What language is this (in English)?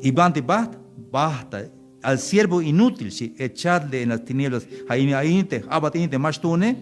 Tzeltal